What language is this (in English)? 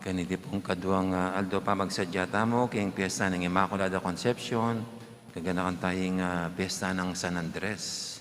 Pampanga